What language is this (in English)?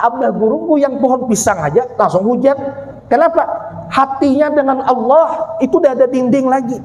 Banjar